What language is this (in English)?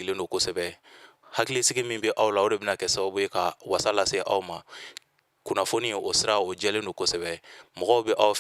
Bambara